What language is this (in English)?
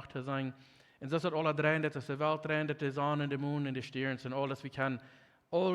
Plautdietsch